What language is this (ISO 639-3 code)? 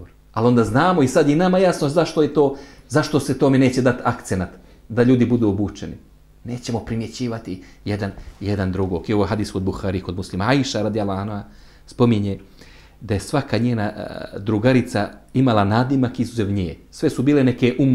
bos